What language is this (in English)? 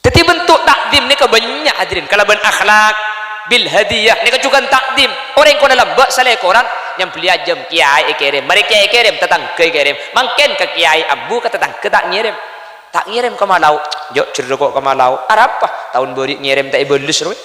Madurese